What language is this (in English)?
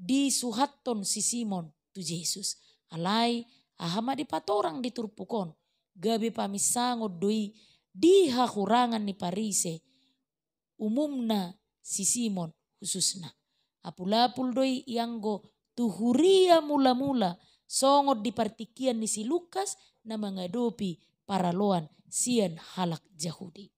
Batak Toba